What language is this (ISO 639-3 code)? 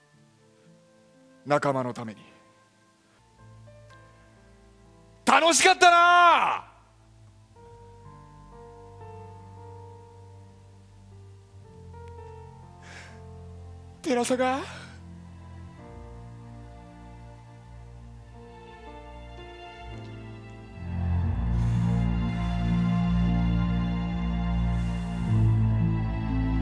jpn